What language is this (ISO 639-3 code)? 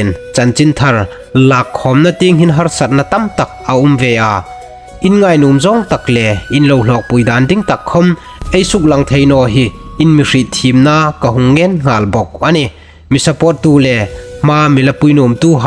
hmr